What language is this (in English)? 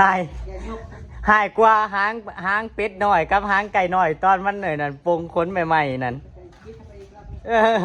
Northeastern Thai